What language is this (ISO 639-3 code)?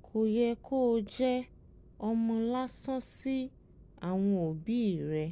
yor